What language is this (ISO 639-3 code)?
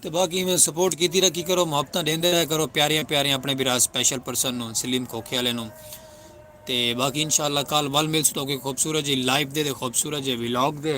skr